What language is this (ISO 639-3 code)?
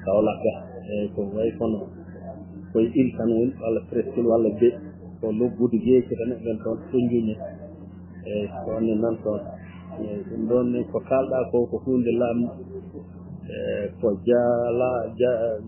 ful